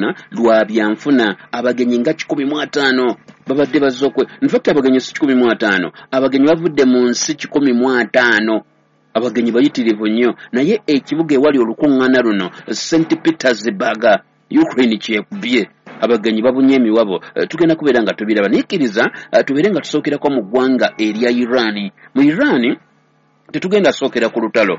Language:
Ganda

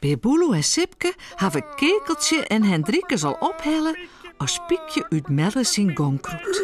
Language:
Western Frisian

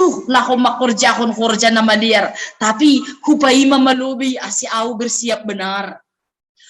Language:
Batak Simalungun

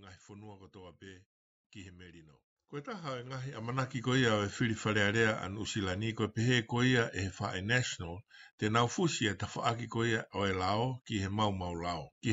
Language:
Tongan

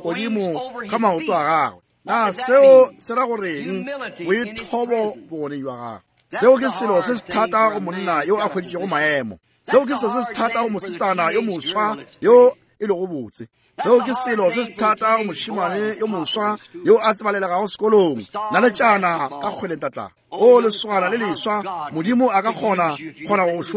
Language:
Northern Sotho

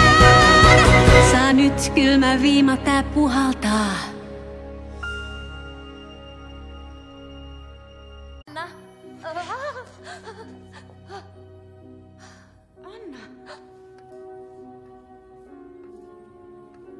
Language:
Finnish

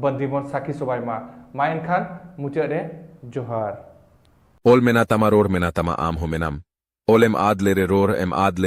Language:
Santali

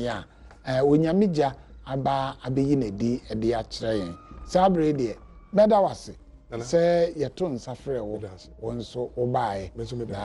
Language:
Akan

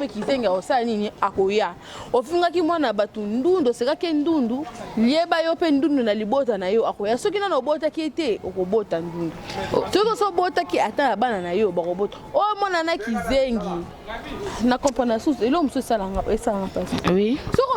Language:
Lingala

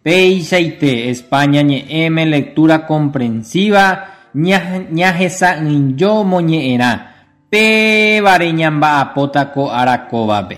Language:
Guarani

